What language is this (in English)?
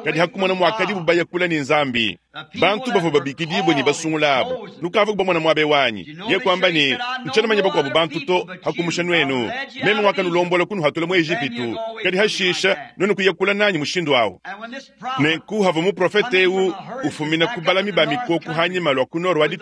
Luba-Lulua